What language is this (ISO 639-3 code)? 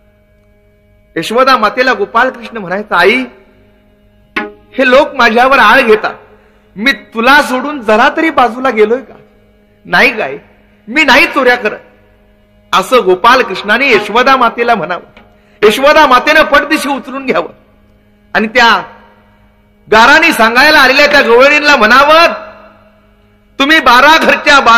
mar